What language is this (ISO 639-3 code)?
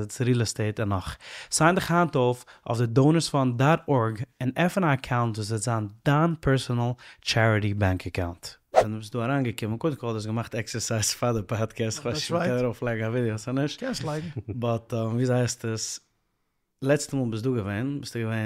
yid